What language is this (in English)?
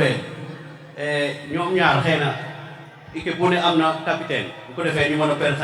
Wolof